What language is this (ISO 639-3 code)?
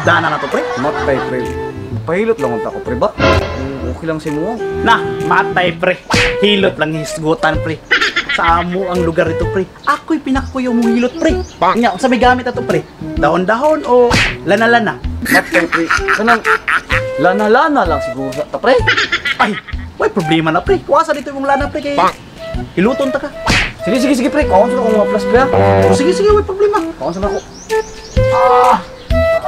ceb